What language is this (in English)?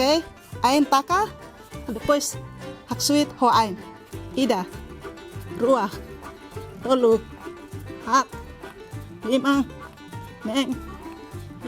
Tetum